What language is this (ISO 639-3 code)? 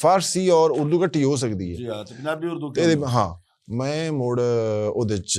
lah